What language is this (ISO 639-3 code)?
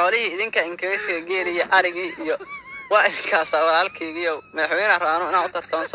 som